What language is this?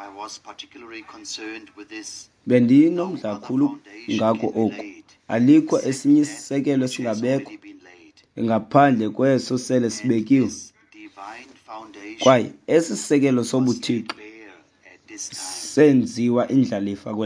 Xhosa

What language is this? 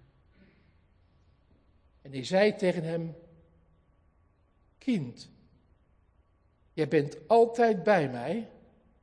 Dutch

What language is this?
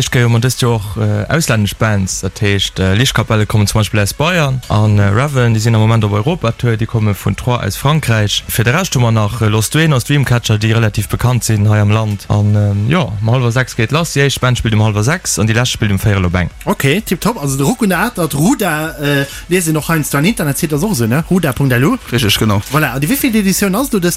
Luxembourgish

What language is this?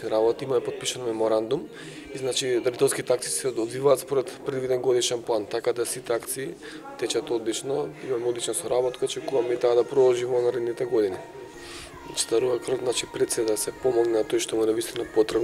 Macedonian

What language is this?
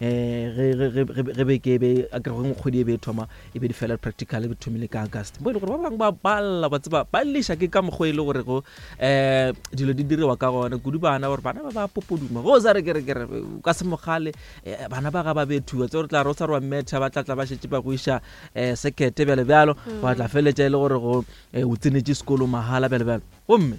Northern Sotho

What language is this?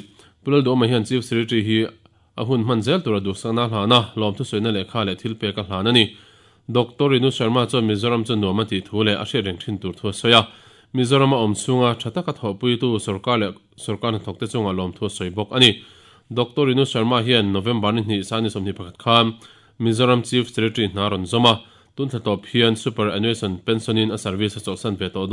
Mizo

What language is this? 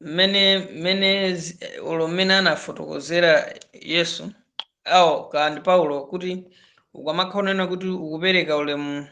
Nyanja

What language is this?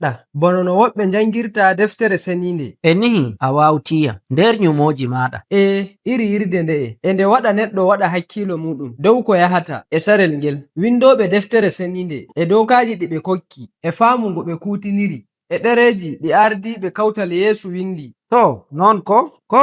Nigerian Fulfulde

